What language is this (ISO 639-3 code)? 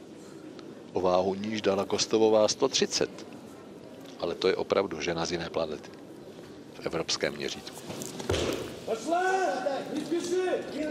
ces